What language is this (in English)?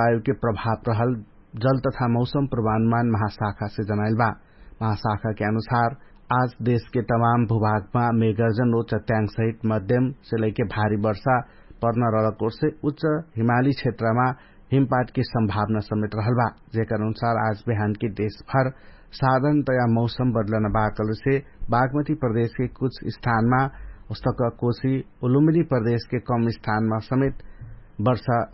Dangaura Tharu